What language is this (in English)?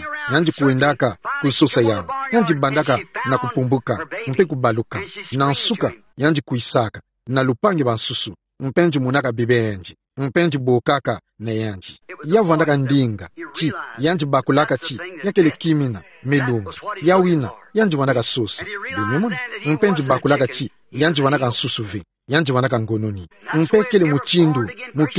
Kituba (Democratic Republic of Congo)